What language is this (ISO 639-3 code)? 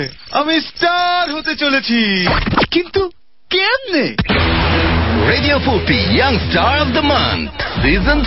ben